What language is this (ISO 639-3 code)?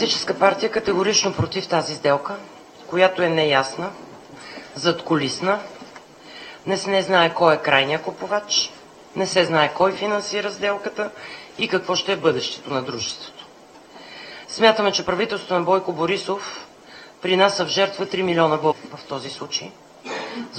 bul